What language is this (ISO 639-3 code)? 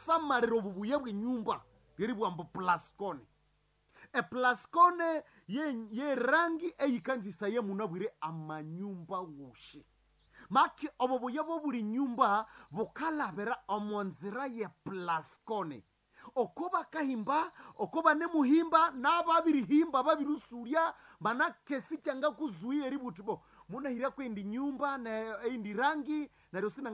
nnb